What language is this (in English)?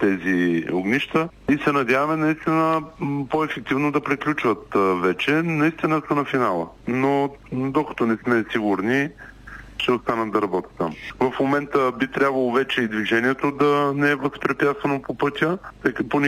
Bulgarian